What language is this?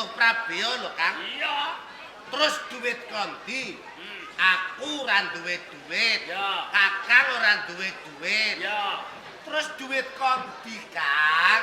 Javanese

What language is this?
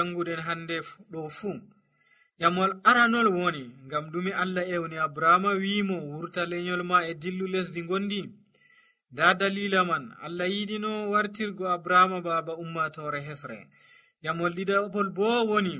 Nigerian Fulfulde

